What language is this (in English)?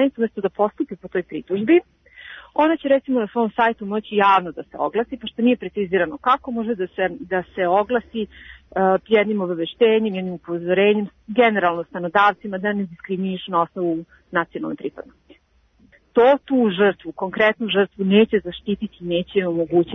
Serbian